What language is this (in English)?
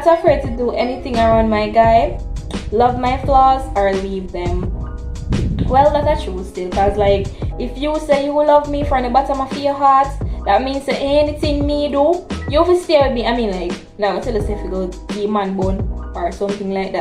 Jamaican Creole English